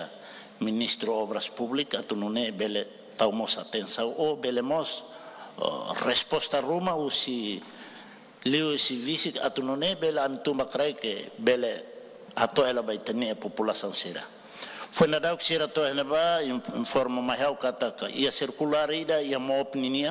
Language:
Tetum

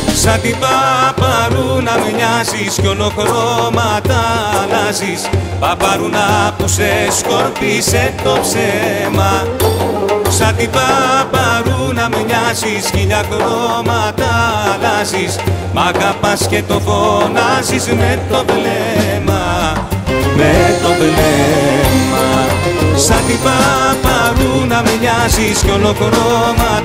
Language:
Greek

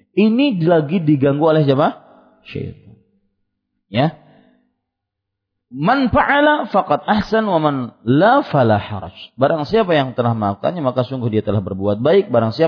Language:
Indonesian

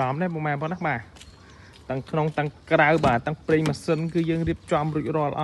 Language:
Khmer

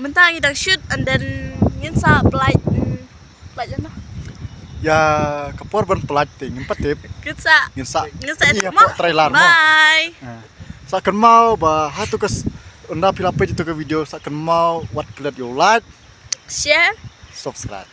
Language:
Khasi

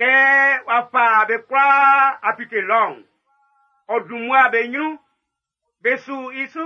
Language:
Baoulé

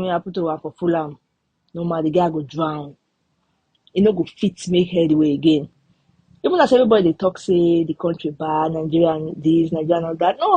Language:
Nigerian Pidgin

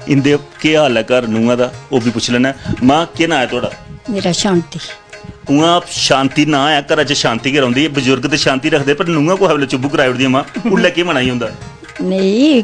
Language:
Dogri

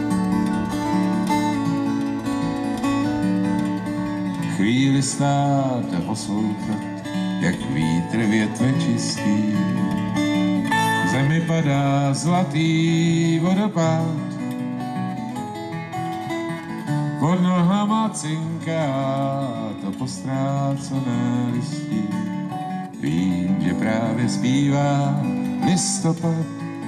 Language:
Czech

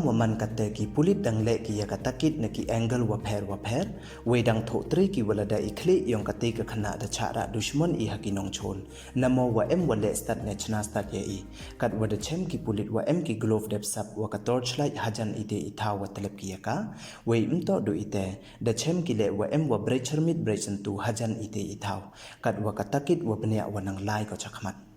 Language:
Pnar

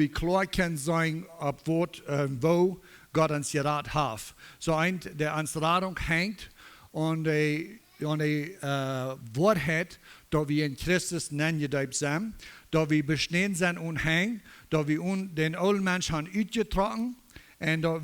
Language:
Plautdietsch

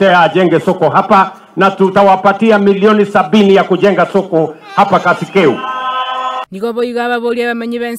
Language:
Gusii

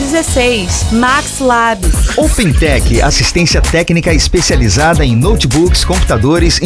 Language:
Portuguese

